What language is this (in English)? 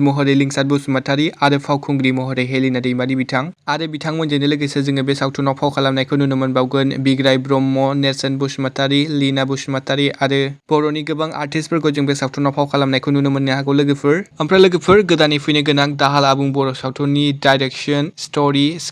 Bodo